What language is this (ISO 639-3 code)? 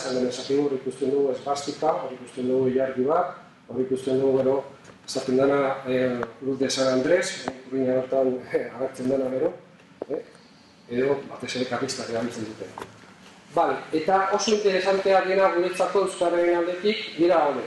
eus